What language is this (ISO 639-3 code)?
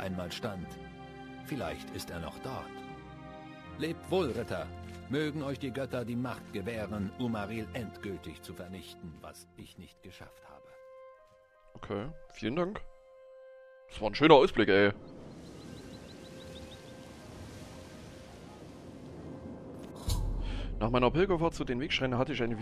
deu